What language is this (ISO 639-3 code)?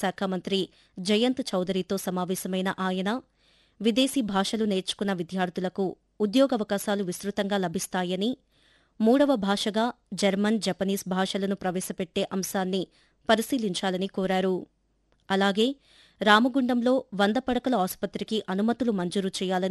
tel